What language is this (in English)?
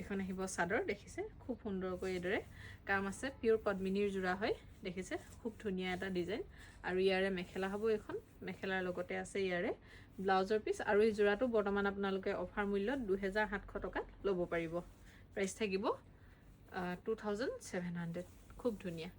Assamese